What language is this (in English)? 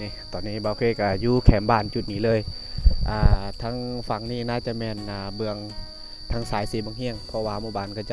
Lao